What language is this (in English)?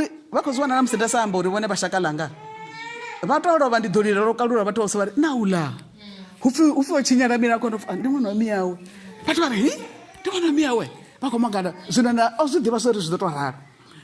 Venda